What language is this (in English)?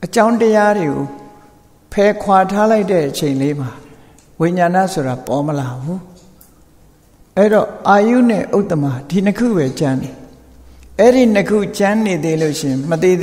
Burmese